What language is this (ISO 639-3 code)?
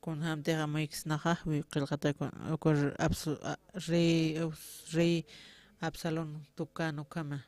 aym